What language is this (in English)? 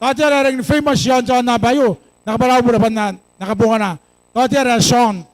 Gilbertese